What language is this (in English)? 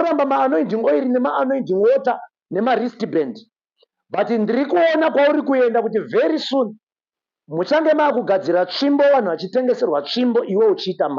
Shona